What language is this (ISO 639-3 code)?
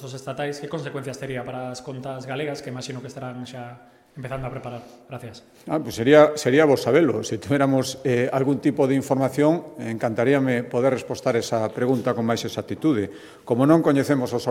glg